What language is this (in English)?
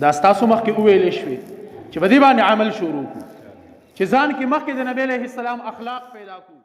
Pashto